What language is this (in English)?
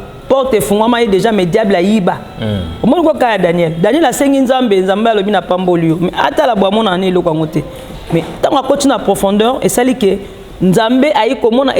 Lingala